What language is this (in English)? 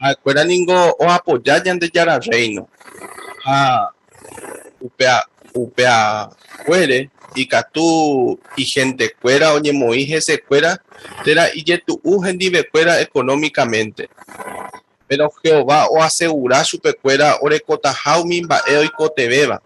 Guarani